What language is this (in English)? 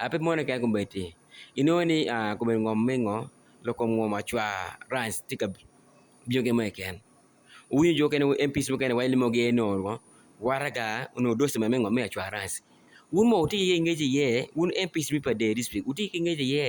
Acoli